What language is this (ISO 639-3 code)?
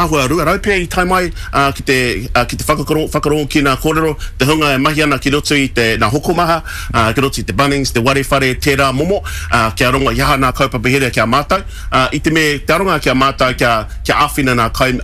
mri